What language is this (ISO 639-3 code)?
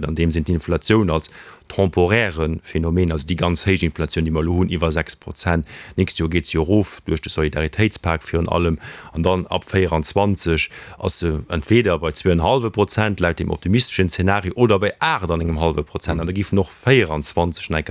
ltz